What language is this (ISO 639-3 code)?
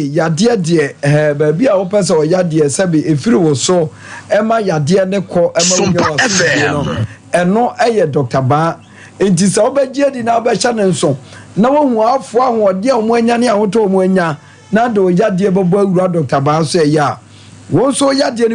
aka